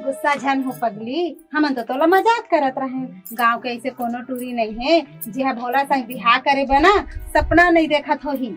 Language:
Chhattisgarhi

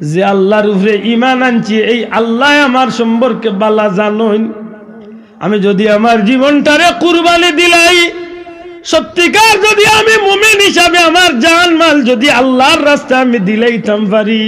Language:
Sylheti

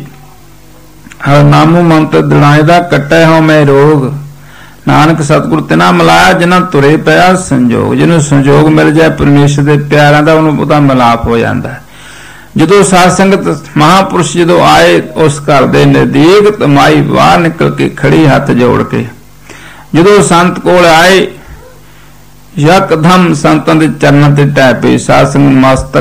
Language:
Punjabi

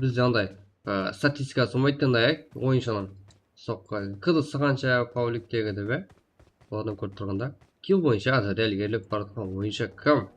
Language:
Kara-Kalpak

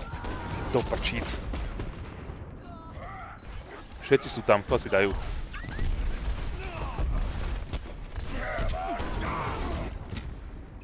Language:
Slovak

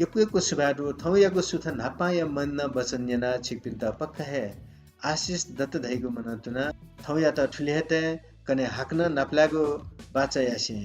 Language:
Newari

